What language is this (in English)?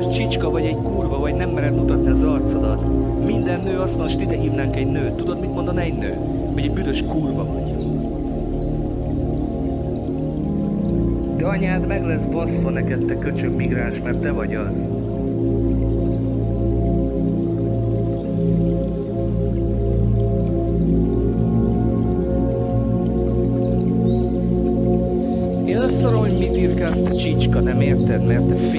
Hungarian